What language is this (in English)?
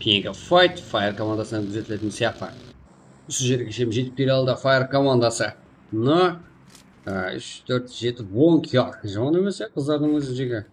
Kara-Kalpak